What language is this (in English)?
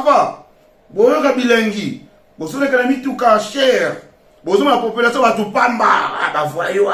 Lingala